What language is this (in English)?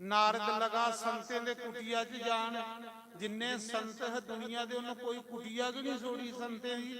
Dogri